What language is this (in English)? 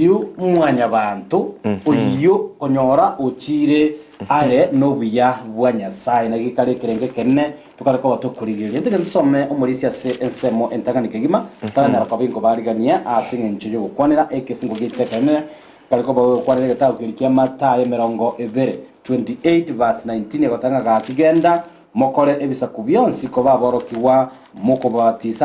Gusii